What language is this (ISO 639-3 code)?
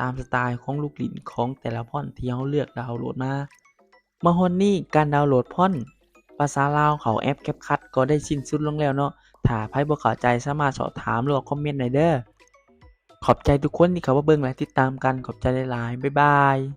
lao